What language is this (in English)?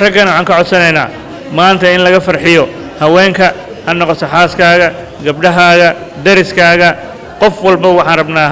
Somali